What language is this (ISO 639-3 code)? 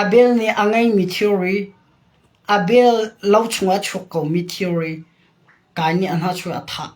cnh